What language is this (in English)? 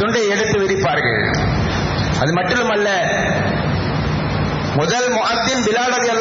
Tamil